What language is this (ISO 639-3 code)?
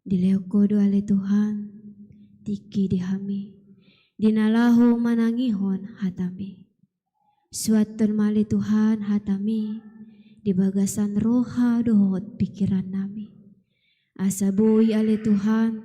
bbc